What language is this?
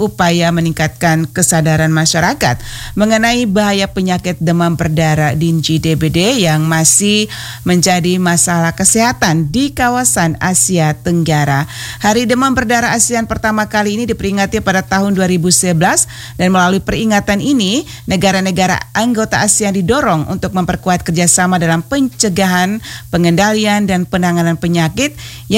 Indonesian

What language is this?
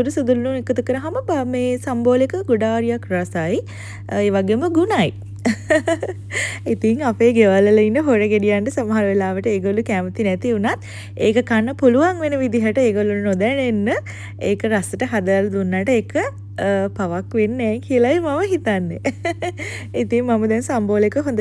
Sinhala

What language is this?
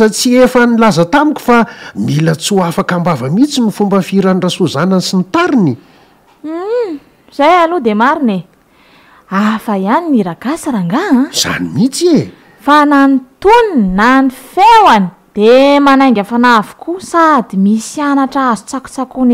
Malagasy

